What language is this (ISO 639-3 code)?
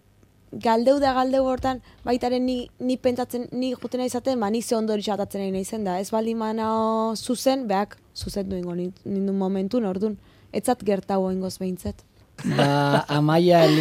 eus